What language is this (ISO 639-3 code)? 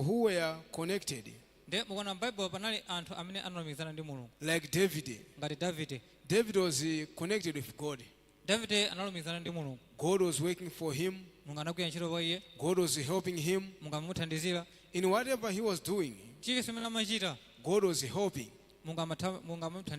nya